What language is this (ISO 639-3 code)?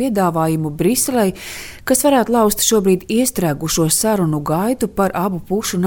lav